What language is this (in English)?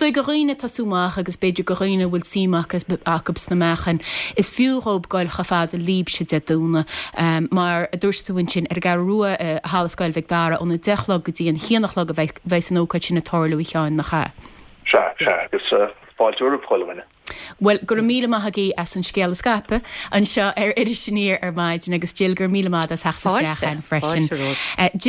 Irish